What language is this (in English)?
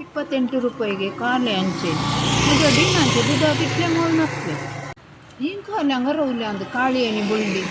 Konkani